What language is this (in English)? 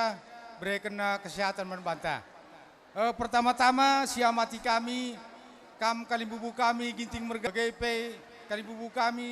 Batak Karo